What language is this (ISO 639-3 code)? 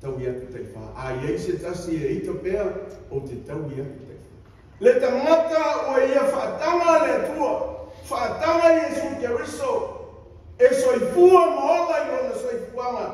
smo